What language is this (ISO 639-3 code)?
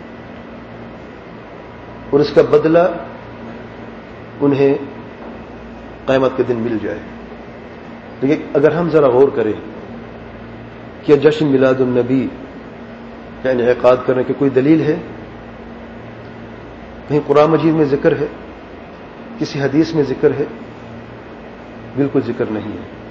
urd